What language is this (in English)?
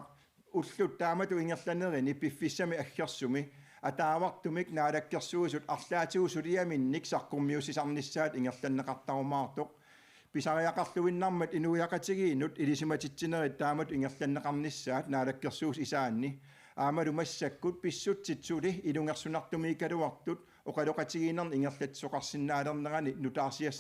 Kalaallisut